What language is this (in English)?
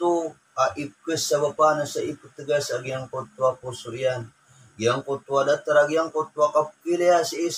Maranao